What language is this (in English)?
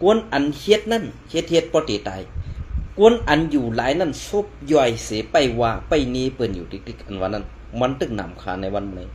Shan